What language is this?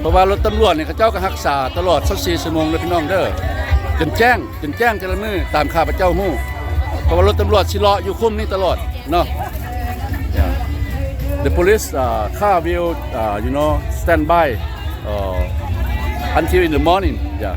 Lao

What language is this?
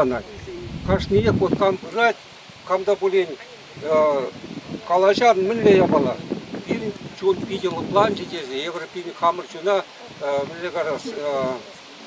Chuvash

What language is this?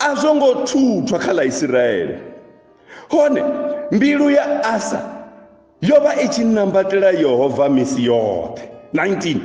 Venda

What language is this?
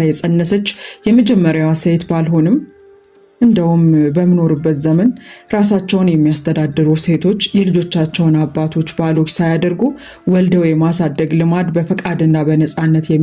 Amharic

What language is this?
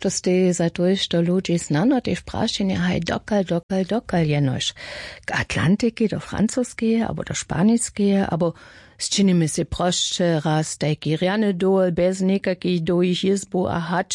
Upper Sorbian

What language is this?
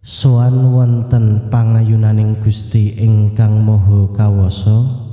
Javanese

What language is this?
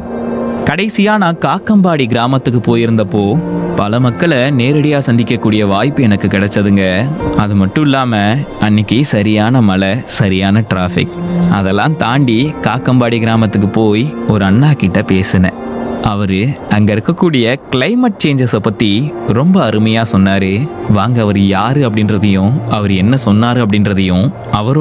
Tamil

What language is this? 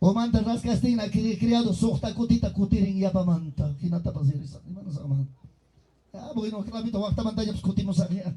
Ayacucho Quechua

